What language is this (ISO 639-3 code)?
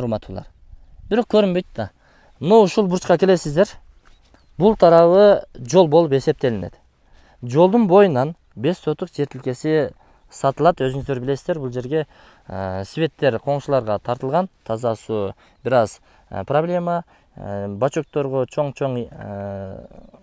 kir